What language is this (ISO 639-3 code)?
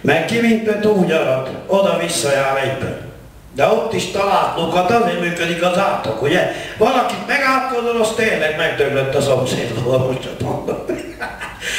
hun